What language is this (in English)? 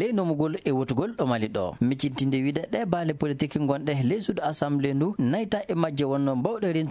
Fula